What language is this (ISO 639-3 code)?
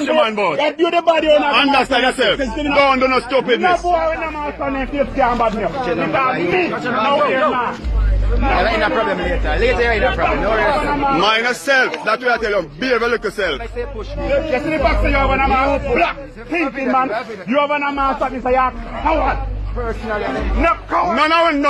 jam